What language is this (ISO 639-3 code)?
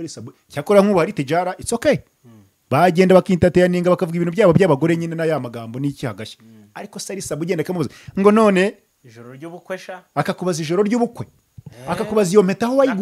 kin